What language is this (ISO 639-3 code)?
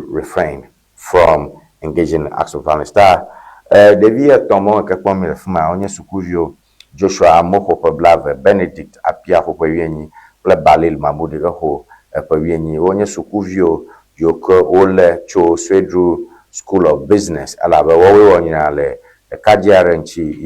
ewe